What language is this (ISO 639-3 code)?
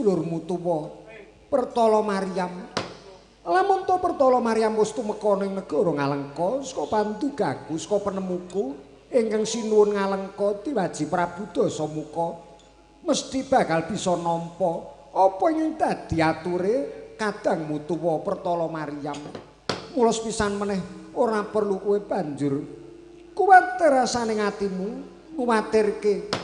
jav